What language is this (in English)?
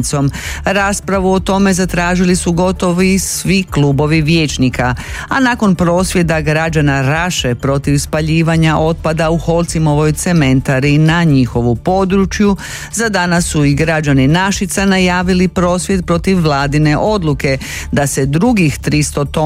Croatian